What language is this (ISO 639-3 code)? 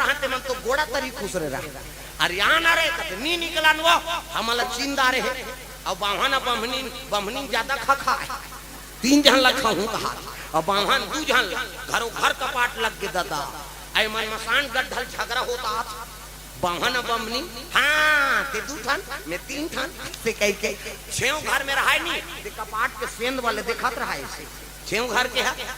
hne